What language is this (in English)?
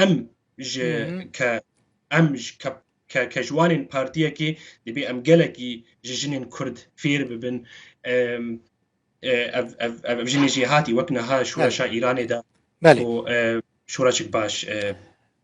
Kurdish